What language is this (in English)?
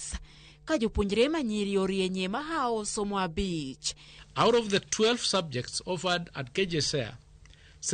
Luo (Kenya and Tanzania)